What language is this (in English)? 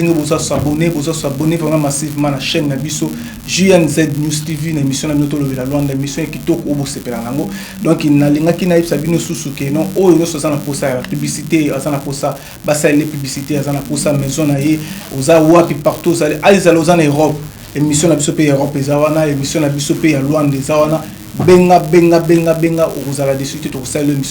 Lingala